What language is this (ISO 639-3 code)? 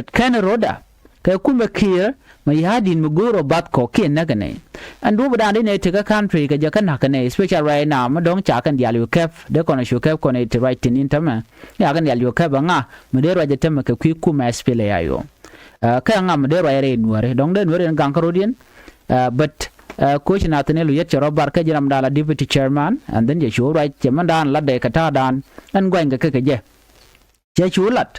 nus